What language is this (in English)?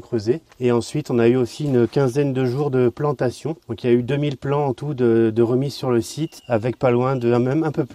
French